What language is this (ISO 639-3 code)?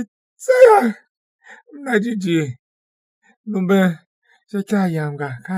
tiv